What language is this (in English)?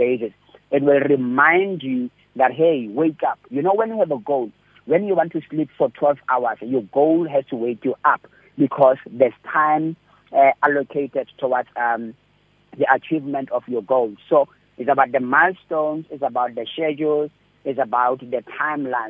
English